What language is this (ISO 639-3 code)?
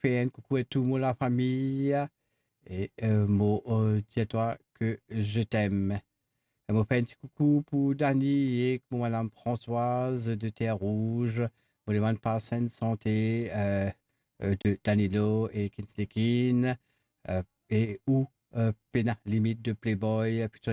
mfe